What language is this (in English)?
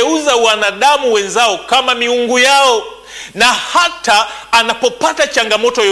Swahili